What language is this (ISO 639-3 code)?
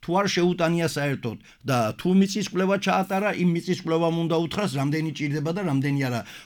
kat